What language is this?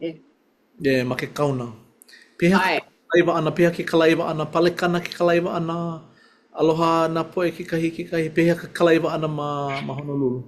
Hawaiian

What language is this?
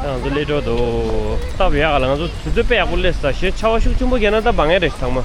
Tibetan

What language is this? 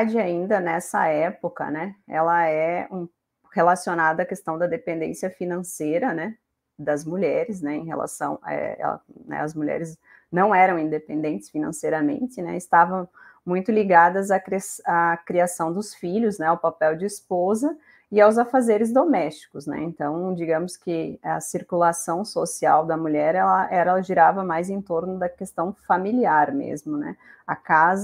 Portuguese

